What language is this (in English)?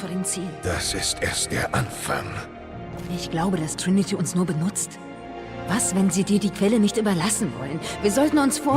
Swiss German